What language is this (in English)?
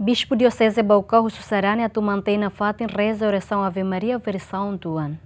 Tetum